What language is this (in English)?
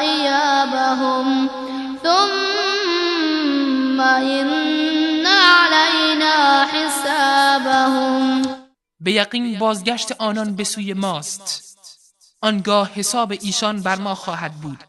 Persian